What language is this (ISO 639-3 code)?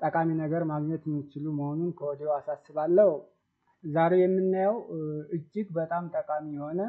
amh